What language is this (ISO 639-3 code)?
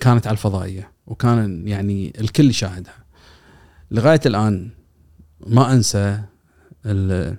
afb